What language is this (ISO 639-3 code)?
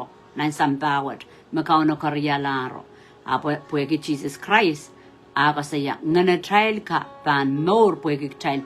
pon